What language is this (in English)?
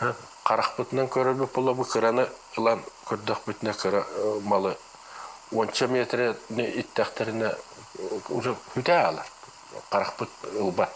Yakut